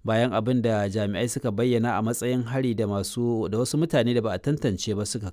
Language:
Hausa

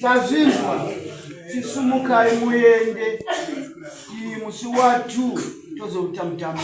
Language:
Shona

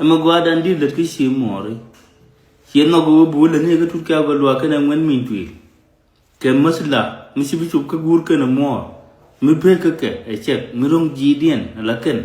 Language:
Nuer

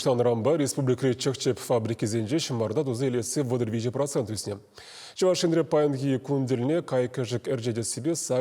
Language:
Chuvash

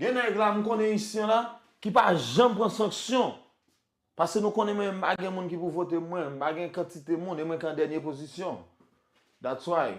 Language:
Haitian Creole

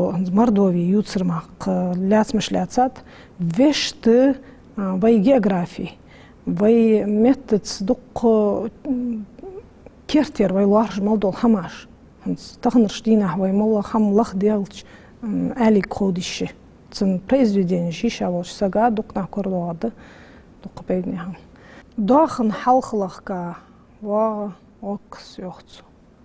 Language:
Ingush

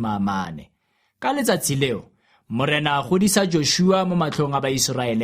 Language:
Tswana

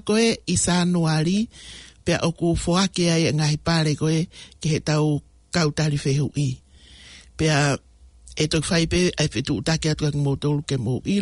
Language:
Tongan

